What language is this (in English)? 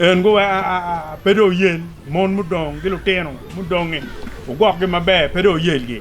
Acoli